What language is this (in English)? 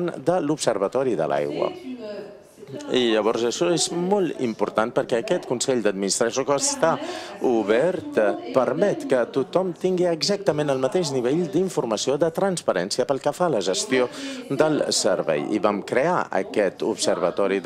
Catalan